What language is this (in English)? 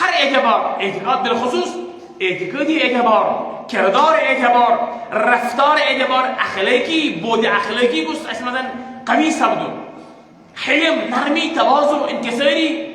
Kashmiri